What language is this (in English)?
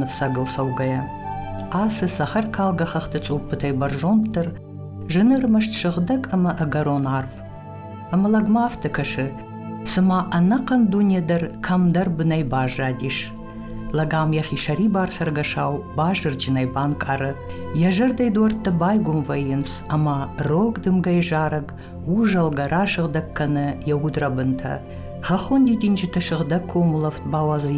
Ossetic